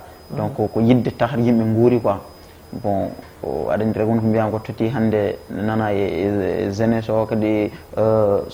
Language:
Fula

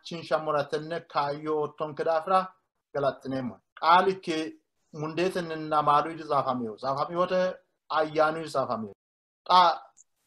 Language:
Sidamo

